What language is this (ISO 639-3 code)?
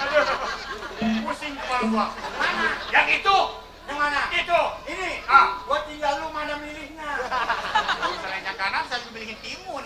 bew